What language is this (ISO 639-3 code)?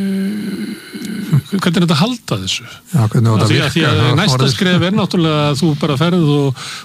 isl